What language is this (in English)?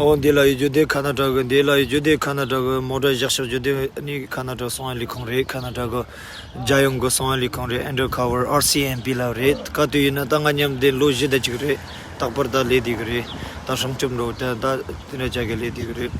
Tibetan